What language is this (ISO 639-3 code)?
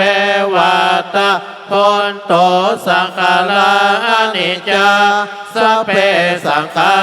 pli